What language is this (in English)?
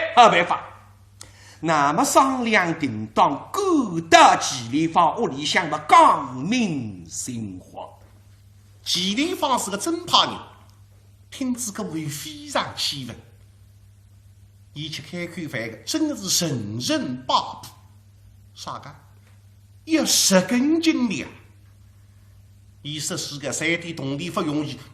Wu Chinese